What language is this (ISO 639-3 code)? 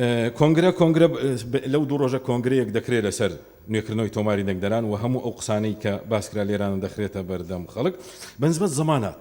ckb